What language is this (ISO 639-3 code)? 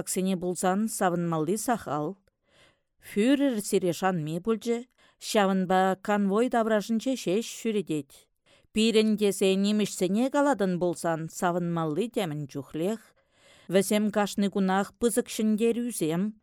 chv